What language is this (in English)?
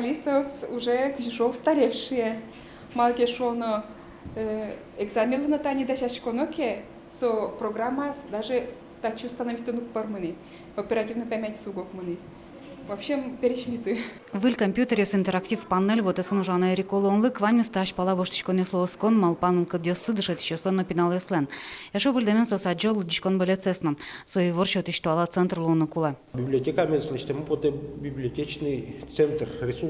Udmurt